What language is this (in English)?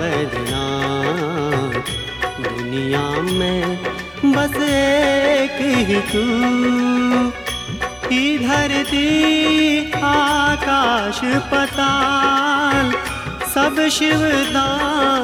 Bhojpuri